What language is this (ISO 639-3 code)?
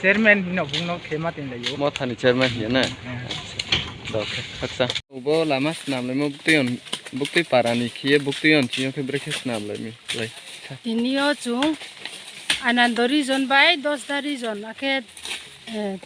ria